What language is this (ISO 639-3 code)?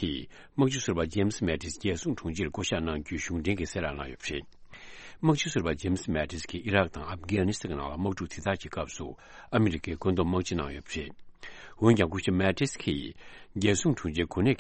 bod